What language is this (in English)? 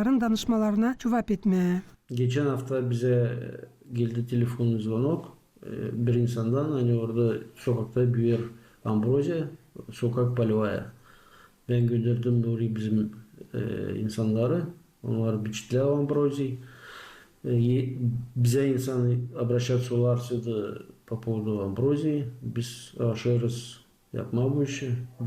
Gagauz